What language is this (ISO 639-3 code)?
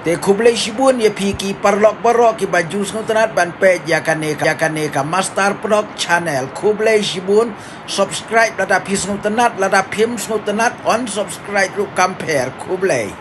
kha